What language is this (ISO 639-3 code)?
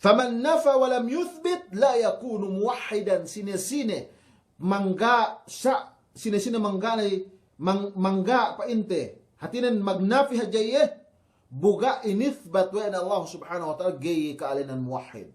yka